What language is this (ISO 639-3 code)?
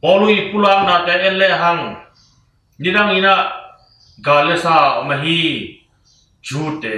ctd